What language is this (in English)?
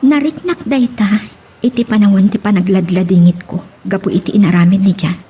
Iloko